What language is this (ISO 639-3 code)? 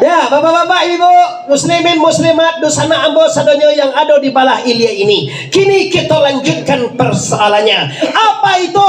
min